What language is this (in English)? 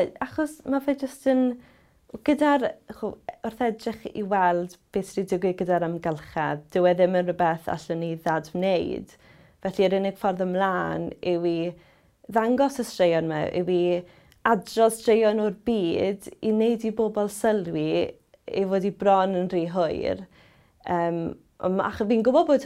Welsh